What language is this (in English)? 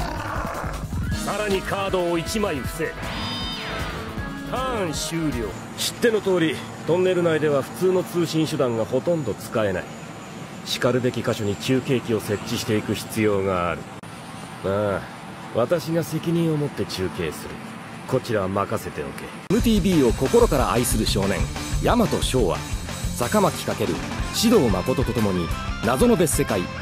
Japanese